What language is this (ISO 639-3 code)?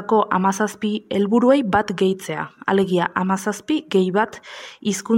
eus